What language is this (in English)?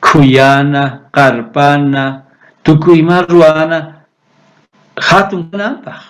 South Bolivian Quechua